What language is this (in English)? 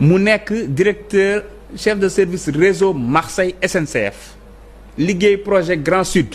Wolof